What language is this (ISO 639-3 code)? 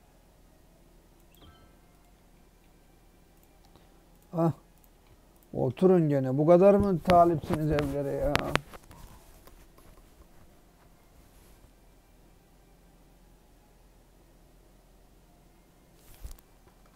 tur